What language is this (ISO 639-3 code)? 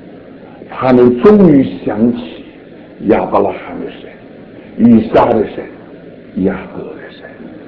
zho